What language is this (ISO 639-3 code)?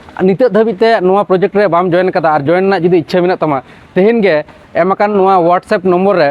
sat